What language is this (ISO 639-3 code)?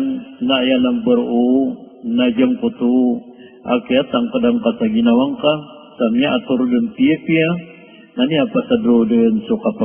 mrw